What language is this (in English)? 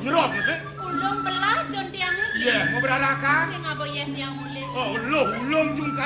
Balinese